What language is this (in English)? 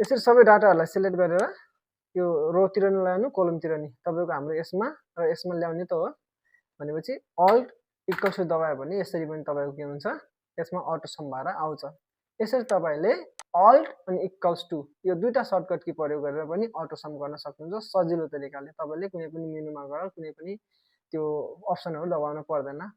Nepali